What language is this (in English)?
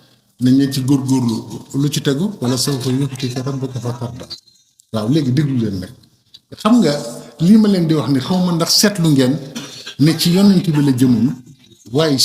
Wolof